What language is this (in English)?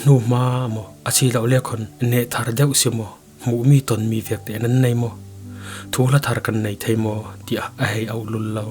Falam Chin